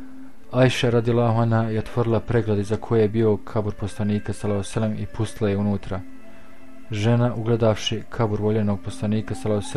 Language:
Bosnian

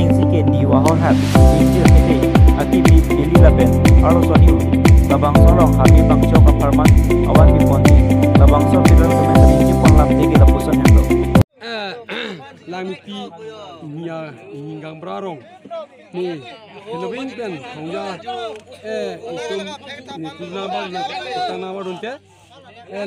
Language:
Karbi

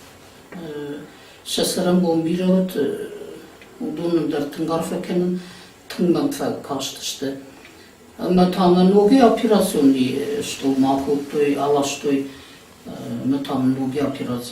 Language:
Ossetic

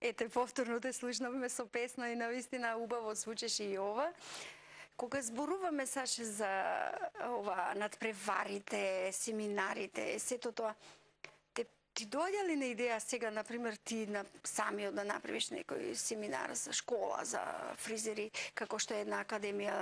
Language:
Macedonian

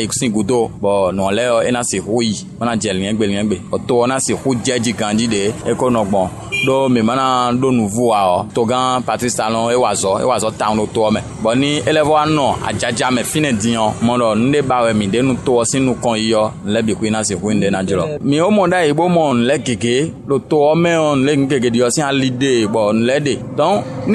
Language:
Fon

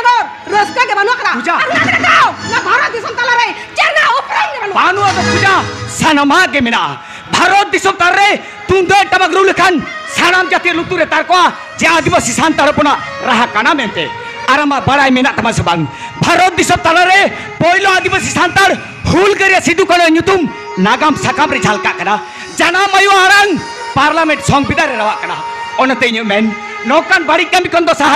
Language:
Santali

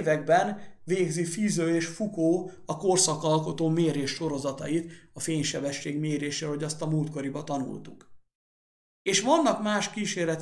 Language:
Hungarian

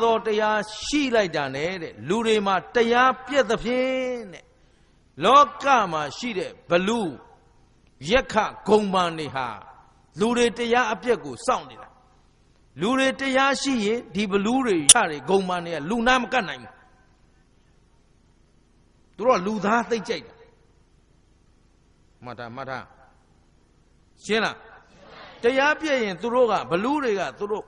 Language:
Burmese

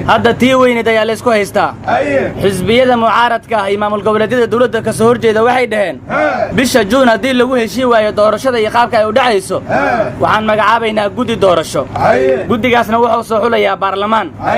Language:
Somali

